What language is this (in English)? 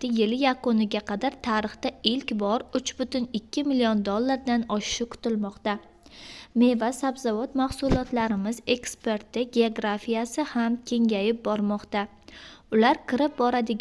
Uzbek